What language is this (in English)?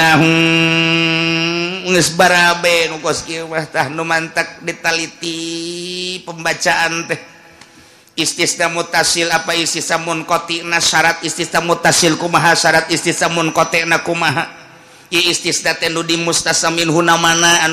Sundanese